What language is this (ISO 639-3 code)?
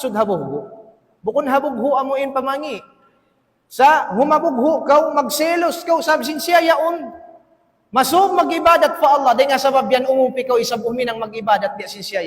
tsg